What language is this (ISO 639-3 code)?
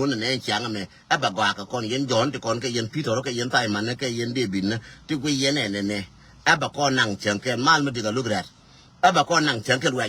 nus